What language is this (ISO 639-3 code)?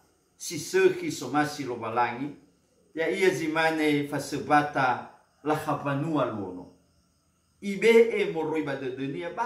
nia